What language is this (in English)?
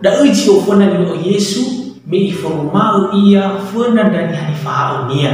Nias